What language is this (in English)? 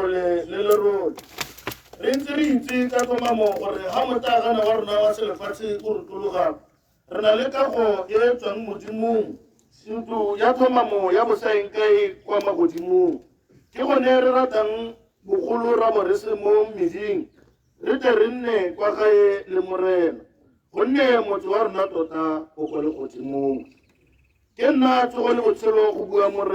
Tswana